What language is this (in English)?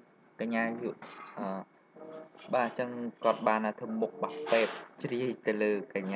Khmer